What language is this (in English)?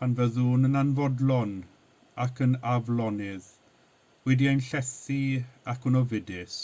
Welsh